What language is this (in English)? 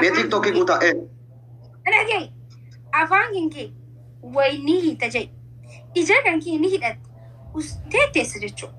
Oromo